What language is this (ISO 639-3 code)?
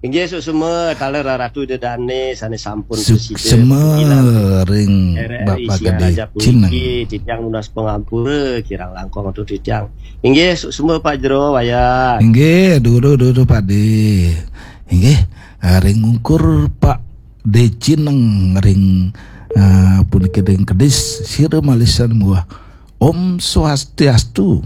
ban